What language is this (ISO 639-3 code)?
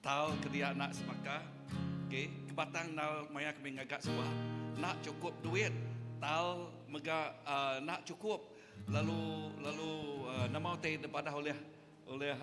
iba